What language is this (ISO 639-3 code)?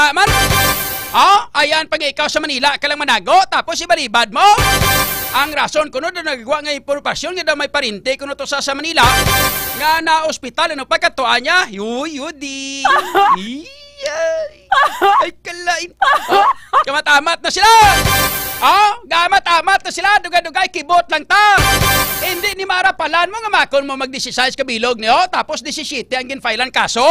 hil